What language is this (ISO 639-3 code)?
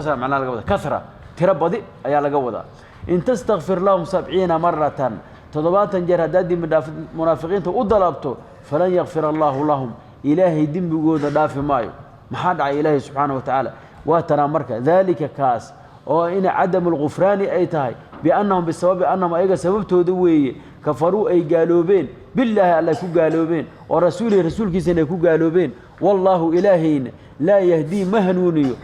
som